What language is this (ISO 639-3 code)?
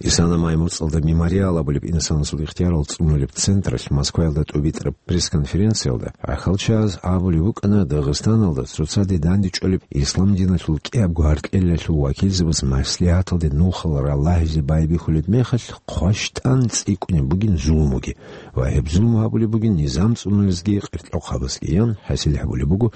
ava